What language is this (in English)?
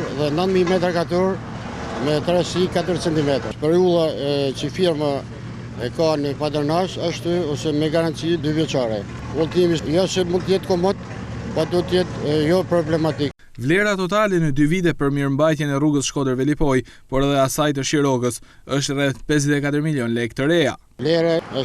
Albanian